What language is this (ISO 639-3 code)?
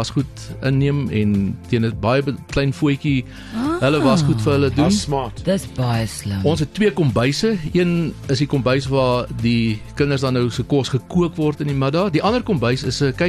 afr